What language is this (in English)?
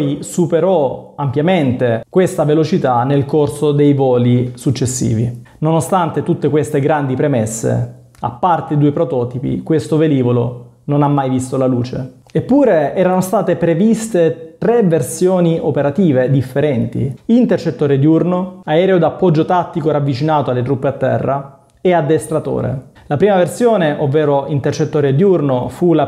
Italian